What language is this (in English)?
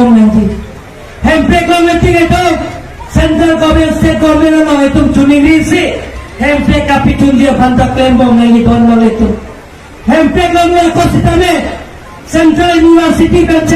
Karbi